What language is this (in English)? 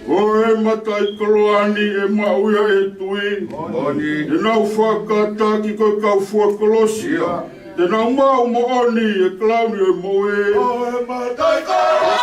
Tongan